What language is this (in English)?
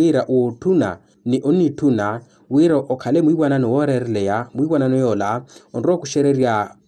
Makhuwa